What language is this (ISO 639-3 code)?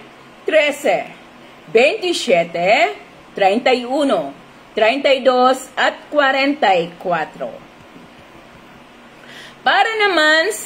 fil